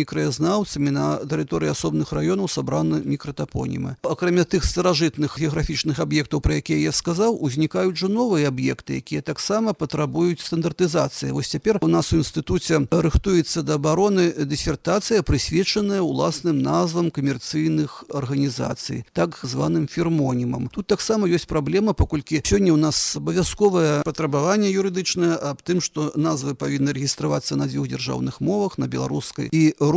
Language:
Belarusian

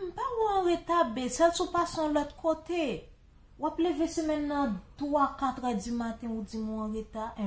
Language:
Haitian Creole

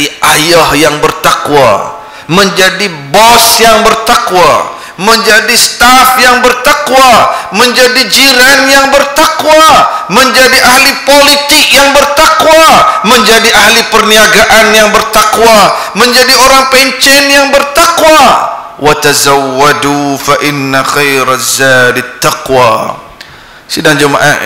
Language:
Malay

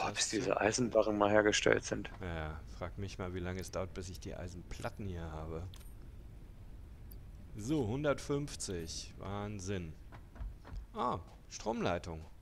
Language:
German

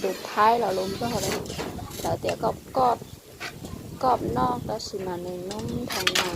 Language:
Hmong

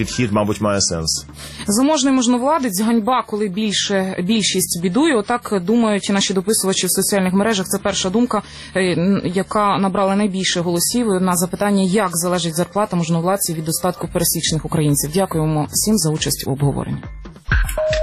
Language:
Ukrainian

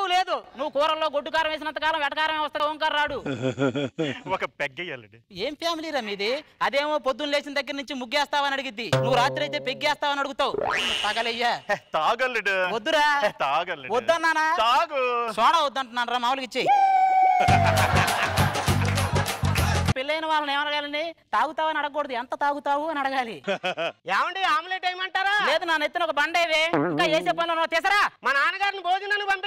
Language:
Telugu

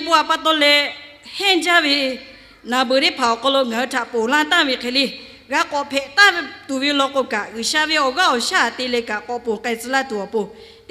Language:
Lahu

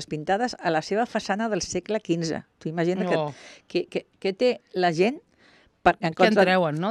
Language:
Catalan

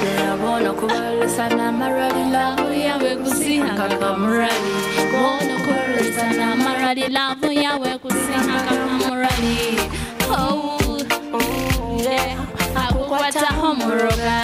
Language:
Nyoro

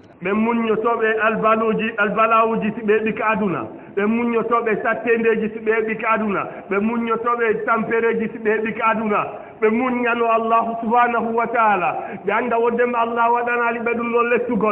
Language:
Fula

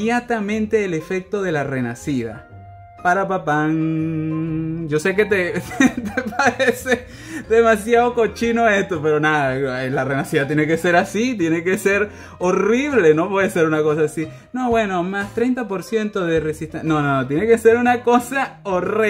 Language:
Spanish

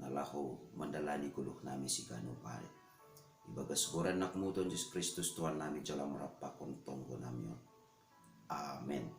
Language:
Batak Simalungun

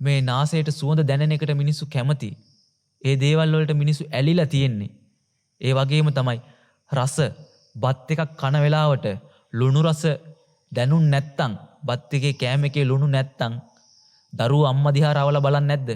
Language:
Sinhala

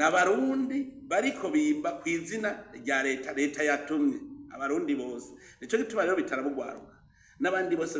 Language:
Rundi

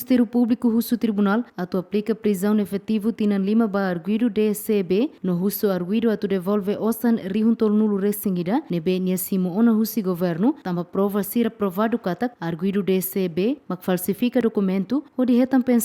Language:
Tetum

